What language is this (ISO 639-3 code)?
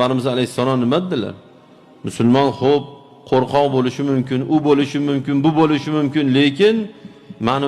uzb